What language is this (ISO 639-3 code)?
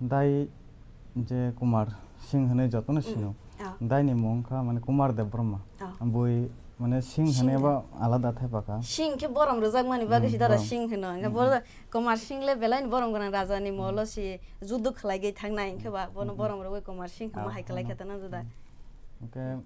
trp